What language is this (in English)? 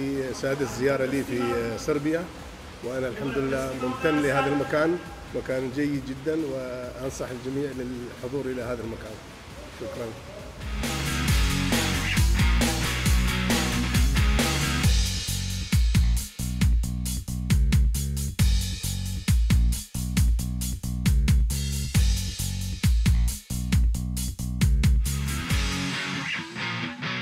Serbian